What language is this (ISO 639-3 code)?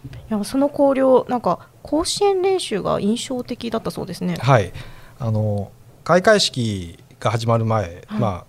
jpn